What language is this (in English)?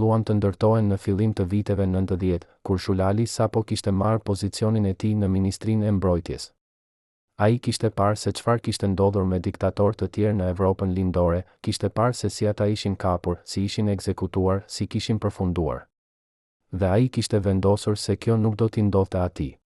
Albanian